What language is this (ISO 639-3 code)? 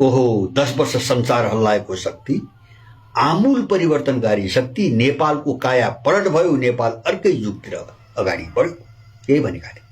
nep